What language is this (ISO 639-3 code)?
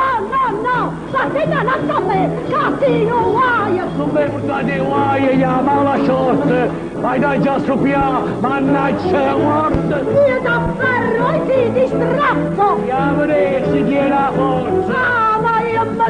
nap